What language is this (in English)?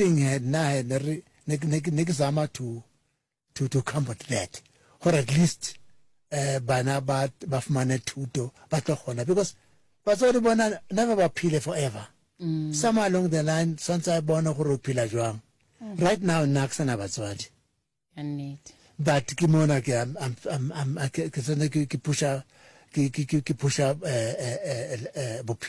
Northern Sotho